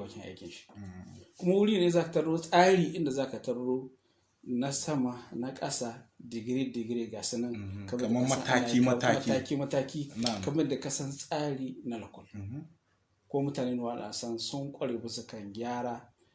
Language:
Hausa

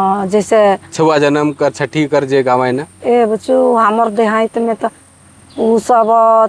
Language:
Sadri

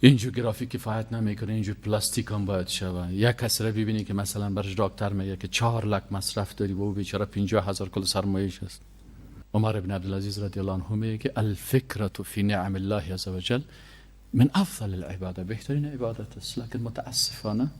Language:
Persian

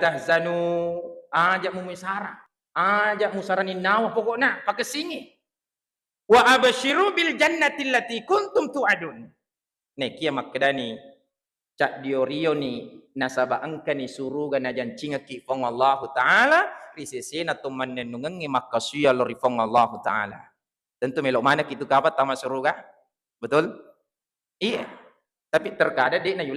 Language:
Buginese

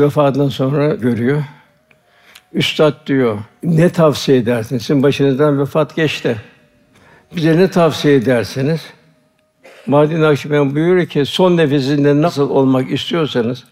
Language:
Turkish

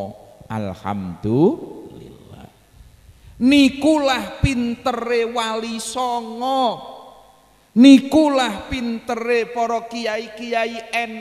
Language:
Javanese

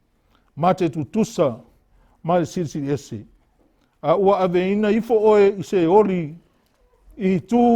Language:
Samoan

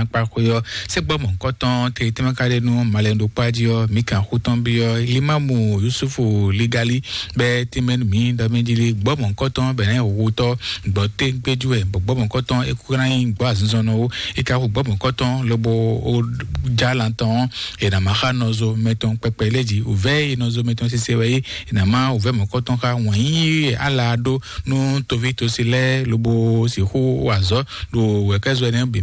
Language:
Fon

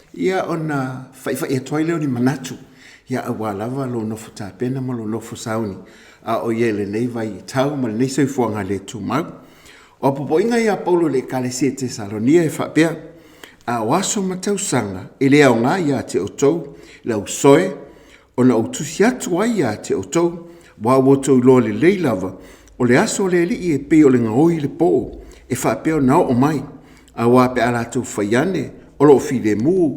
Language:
Samoan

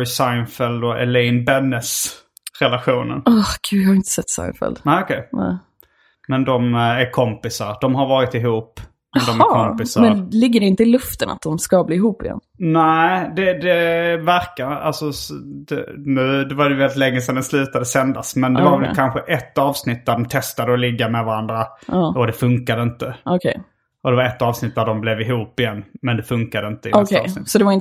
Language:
Swedish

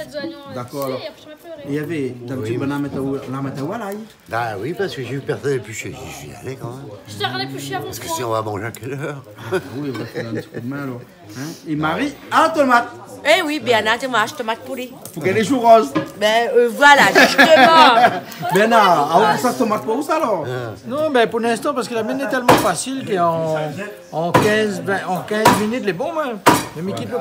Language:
Réunion Creole French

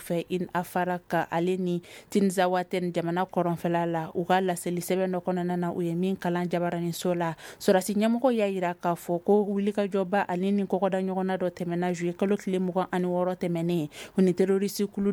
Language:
Bambara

